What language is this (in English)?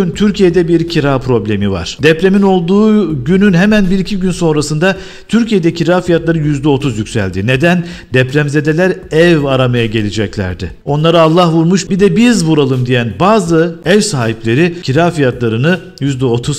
Turkish